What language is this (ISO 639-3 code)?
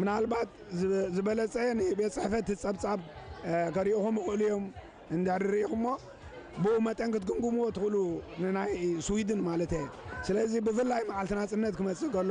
tir